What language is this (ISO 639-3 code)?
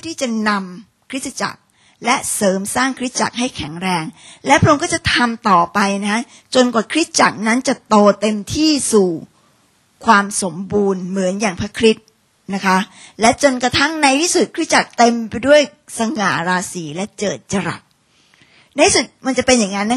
tha